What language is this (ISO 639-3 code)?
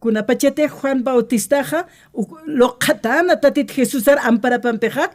aym